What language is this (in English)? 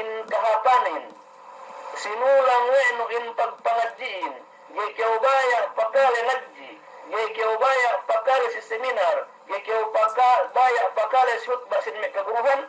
Yakan